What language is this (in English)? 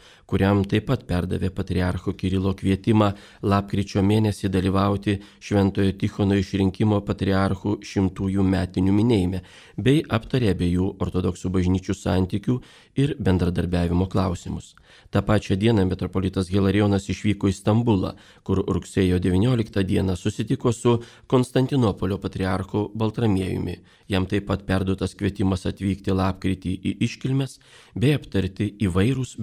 Lithuanian